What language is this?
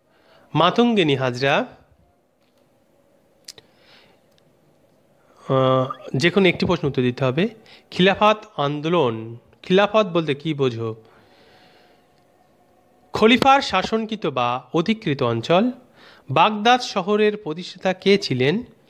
Bangla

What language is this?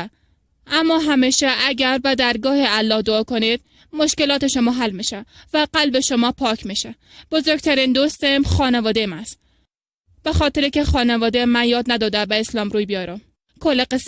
Persian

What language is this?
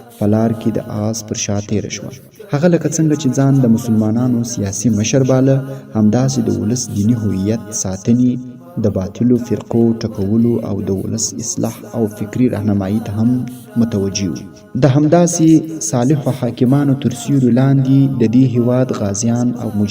Pashto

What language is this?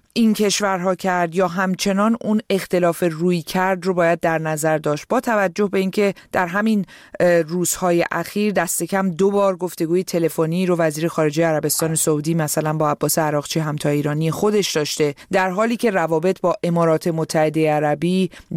Persian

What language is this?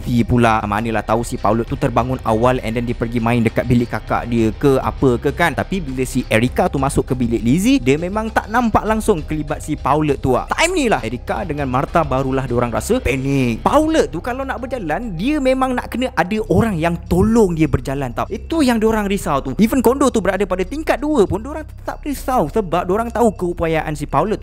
Malay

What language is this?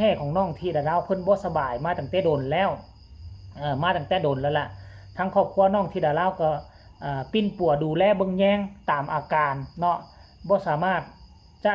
Northeastern Thai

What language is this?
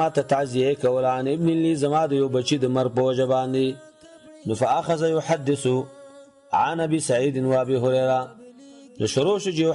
Pashto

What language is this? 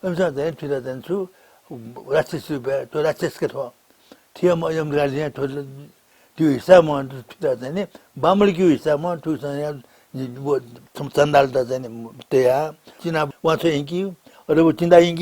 Newari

